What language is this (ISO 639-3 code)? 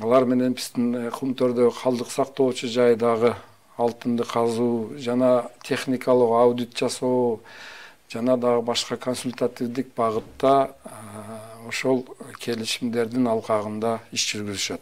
kir